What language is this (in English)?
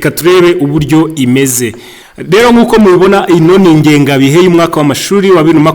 Kinyarwanda